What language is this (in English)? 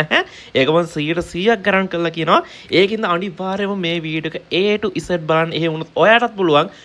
Sinhala